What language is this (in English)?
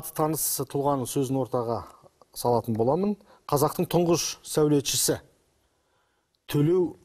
Kazakh